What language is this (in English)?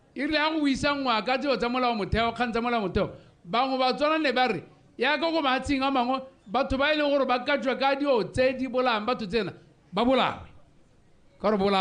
Tswana